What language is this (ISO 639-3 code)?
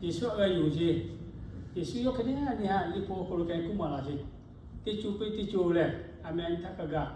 lhu